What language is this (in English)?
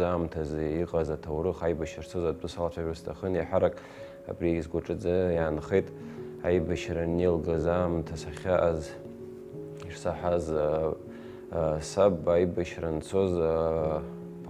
Abkhazian